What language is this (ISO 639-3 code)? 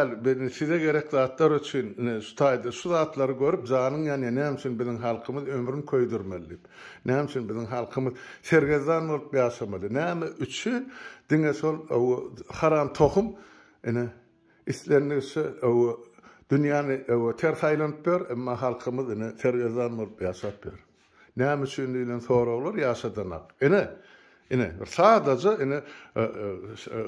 tuk